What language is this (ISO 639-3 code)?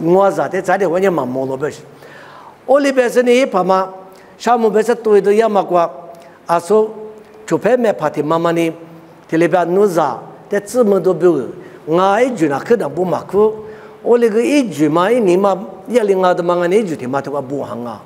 lis